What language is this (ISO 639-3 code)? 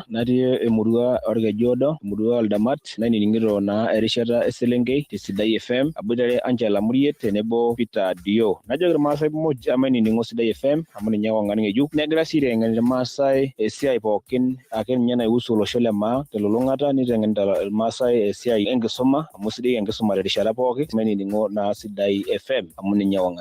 mas